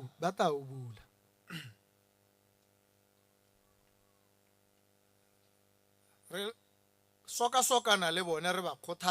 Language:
Tswana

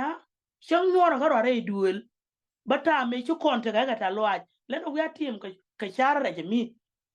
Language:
Nuer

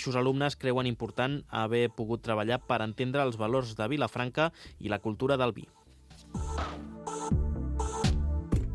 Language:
Catalan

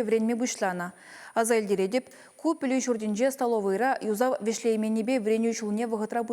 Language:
Chuvash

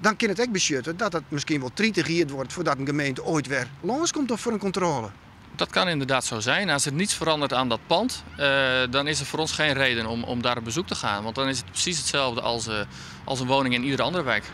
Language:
Western Frisian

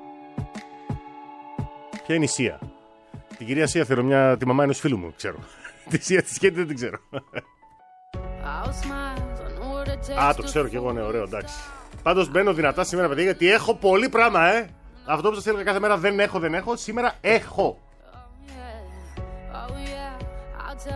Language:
Greek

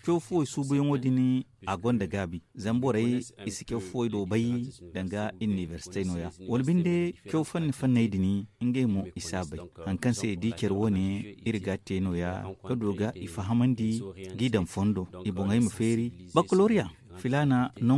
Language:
Zarma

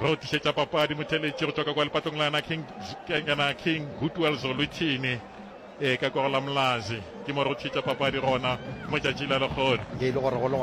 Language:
Northern Sotho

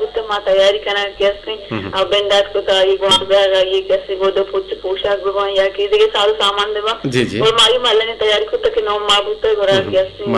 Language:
Eastern Balochi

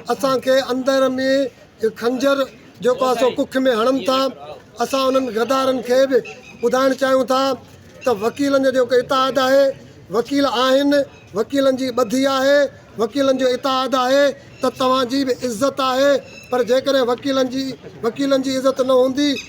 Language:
Sindhi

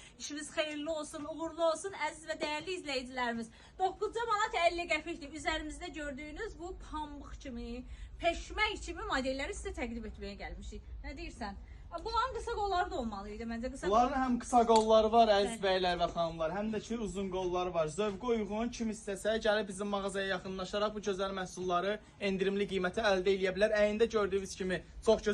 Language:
Azerbaijani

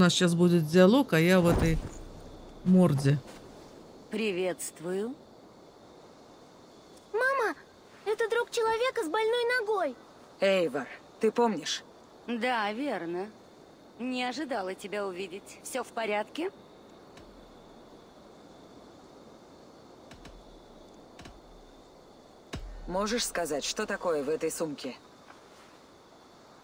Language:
Russian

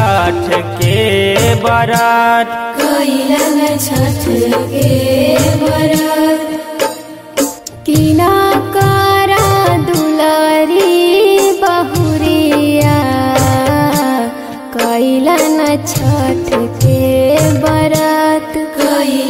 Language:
Bhojpuri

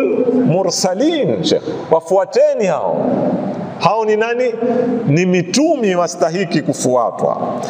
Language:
Swahili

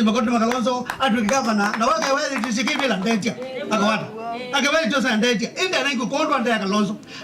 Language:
Kamba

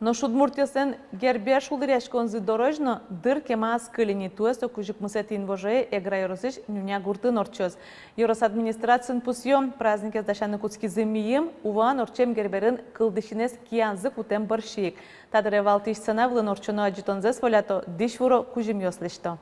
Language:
Udmurt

